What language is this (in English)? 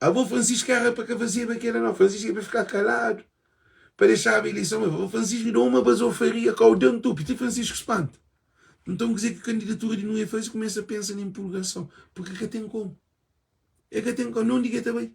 Kabuverdianu